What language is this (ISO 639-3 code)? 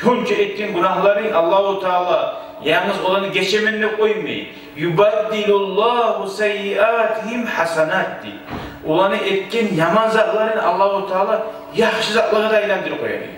kum